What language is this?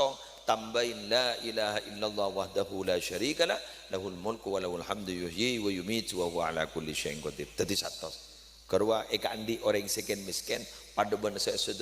Madurese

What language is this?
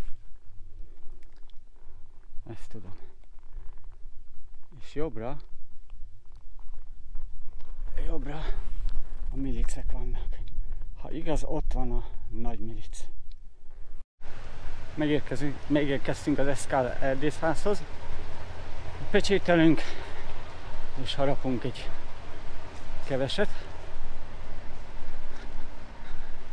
Hungarian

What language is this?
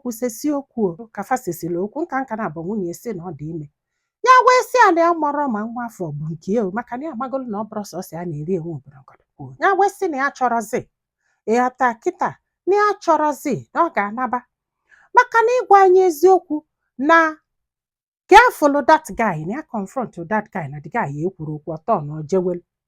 Igbo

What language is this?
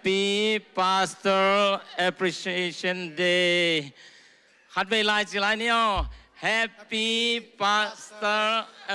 Tedim Chin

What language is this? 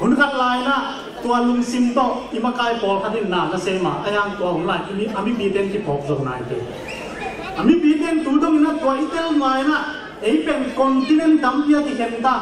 Tedim Chin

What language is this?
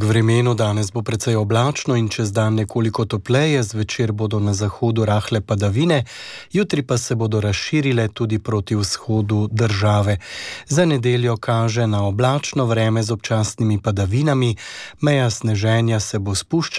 Slovenian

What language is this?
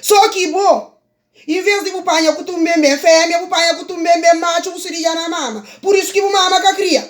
Kabuverdianu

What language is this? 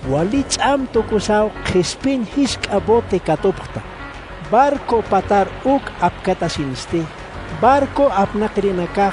Aymara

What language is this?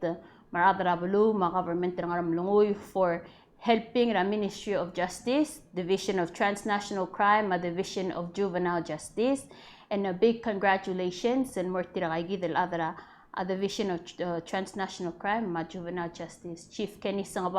Palauan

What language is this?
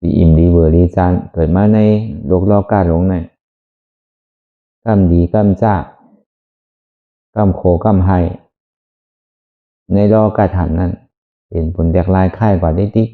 Shan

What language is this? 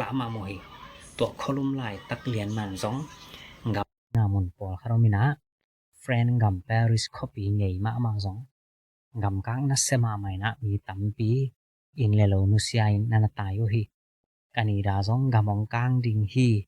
Tedim Chin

